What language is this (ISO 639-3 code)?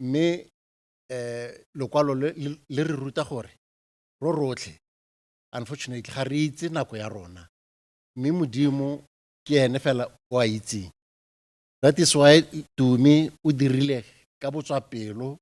tsn